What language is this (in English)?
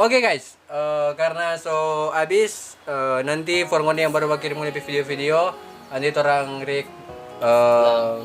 Manado Malay